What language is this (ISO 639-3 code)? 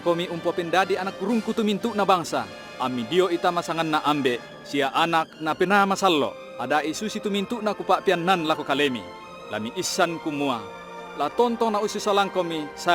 sda